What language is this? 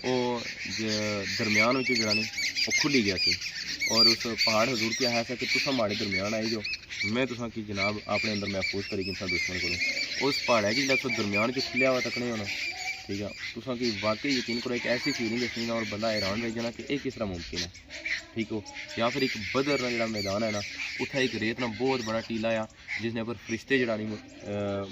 Pahari-Potwari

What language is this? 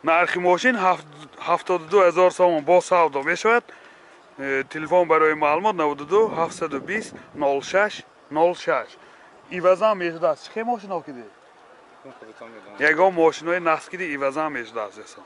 Tajik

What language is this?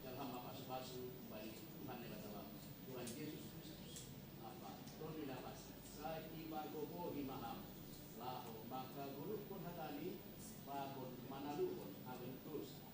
Batak Simalungun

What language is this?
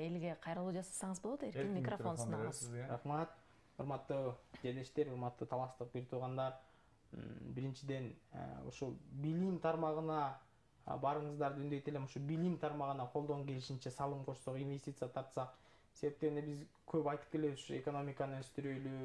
Kyrgyz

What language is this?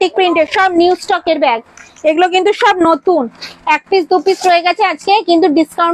Bangla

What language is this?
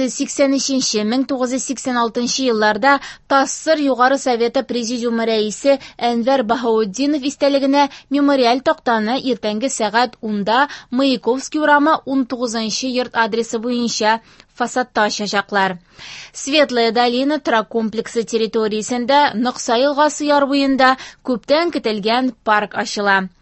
Tatar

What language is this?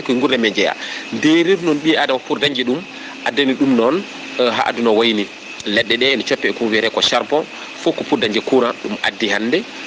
Fula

